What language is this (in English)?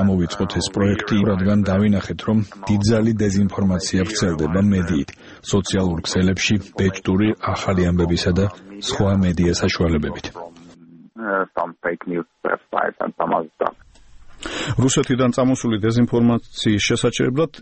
Georgian